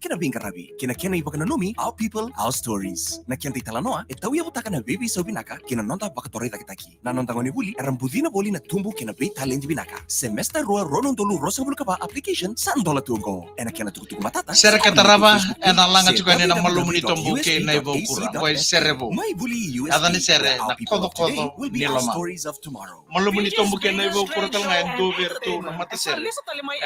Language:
Fijian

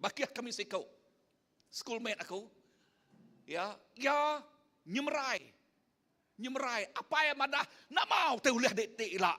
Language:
Iban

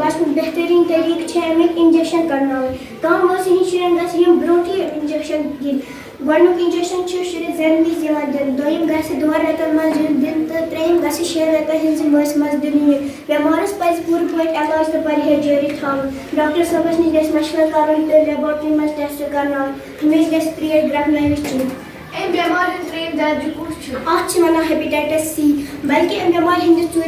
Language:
Kashmiri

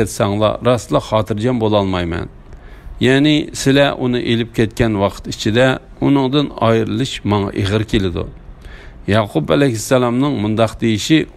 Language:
Uyghur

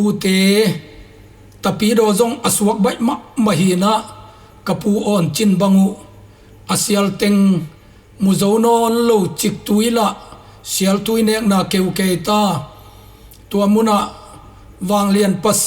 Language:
Tedim Chin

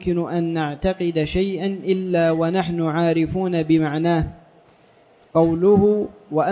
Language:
Arabic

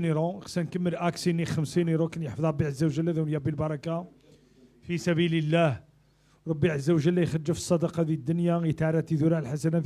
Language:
Moroccan Arabic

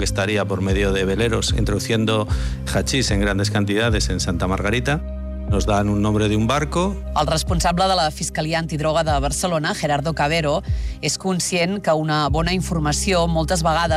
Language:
Catalan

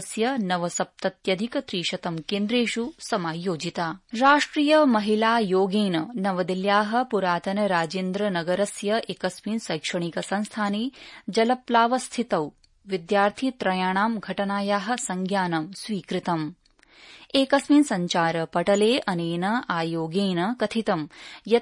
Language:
Sanskrit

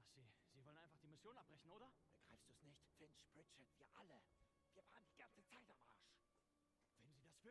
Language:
Swiss German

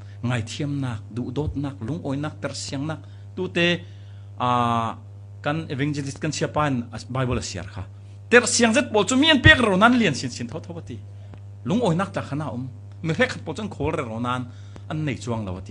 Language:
Falam Chin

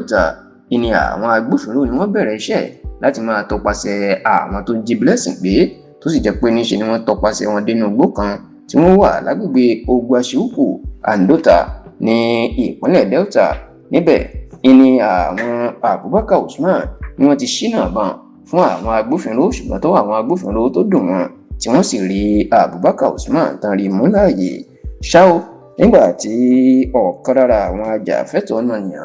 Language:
Yoruba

